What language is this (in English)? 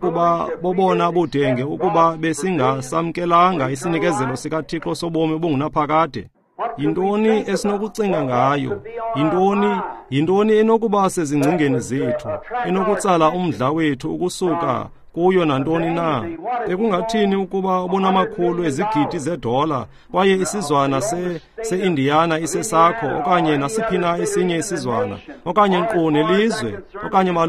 Xhosa